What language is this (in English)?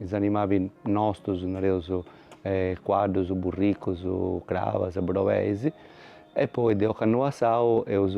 Sardinian